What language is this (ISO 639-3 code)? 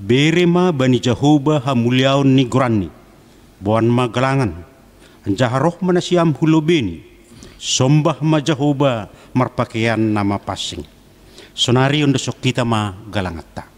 bts